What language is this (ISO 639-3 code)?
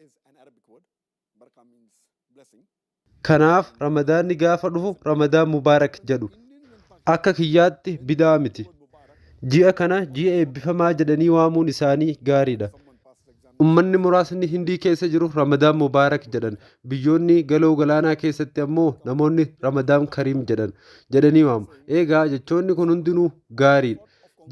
orm